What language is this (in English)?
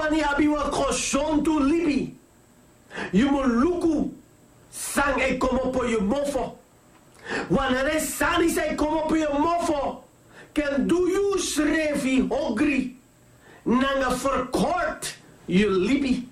Sranan Tongo